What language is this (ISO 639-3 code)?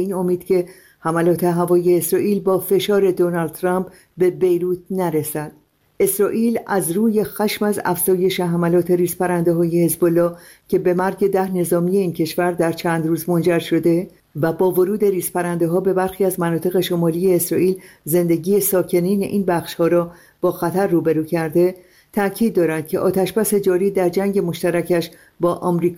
fas